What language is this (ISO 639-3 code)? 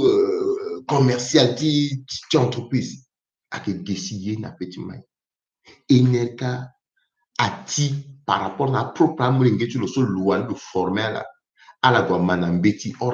sag